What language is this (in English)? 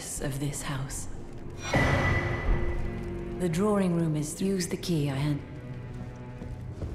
English